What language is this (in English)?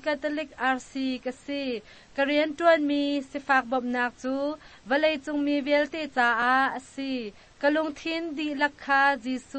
Hakha Chin